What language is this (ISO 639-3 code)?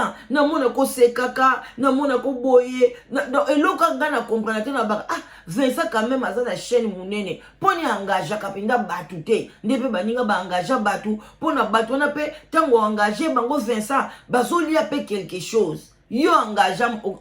lin